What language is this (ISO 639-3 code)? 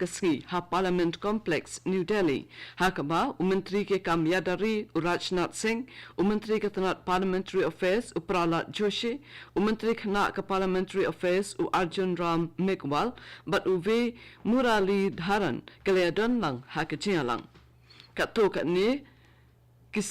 kha